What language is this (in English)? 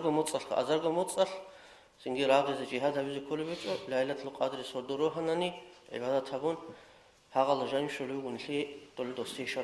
Avaric